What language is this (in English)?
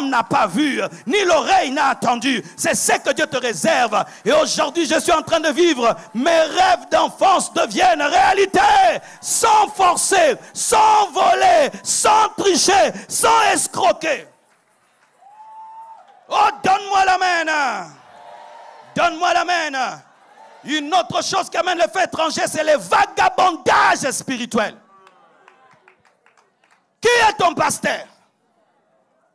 French